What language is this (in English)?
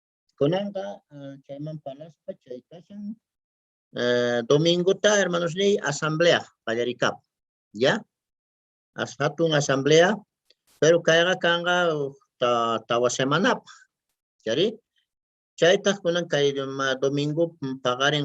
Quechua